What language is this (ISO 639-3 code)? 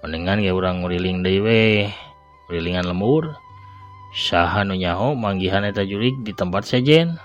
sun